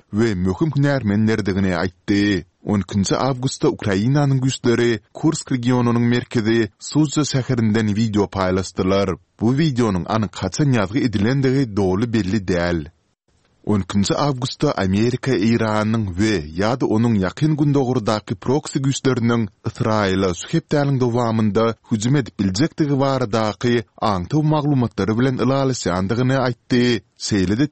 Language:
Turkmen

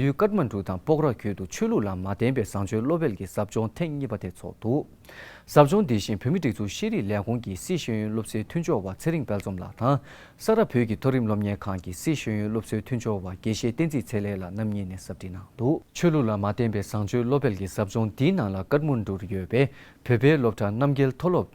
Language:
Tibetan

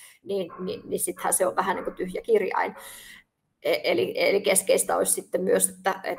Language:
Finnish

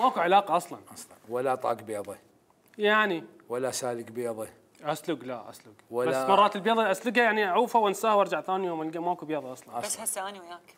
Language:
Mesopotamian Arabic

